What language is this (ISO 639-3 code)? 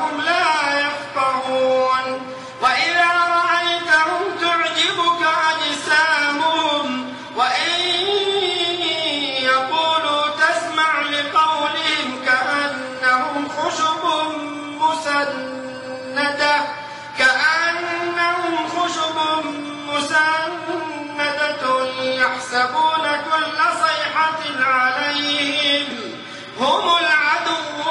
ara